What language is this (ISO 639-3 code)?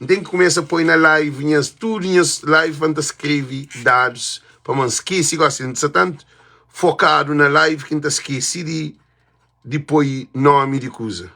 kea